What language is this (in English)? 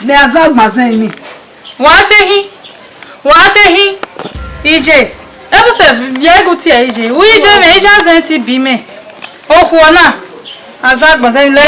Bini